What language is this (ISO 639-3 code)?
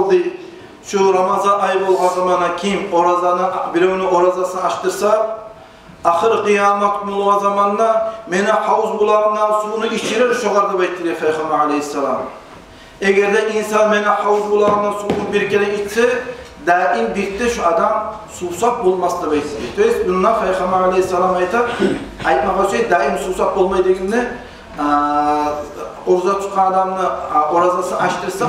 kum